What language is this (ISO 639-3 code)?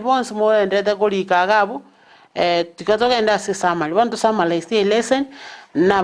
guz